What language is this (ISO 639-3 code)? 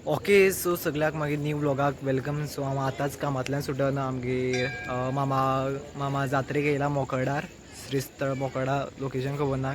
kok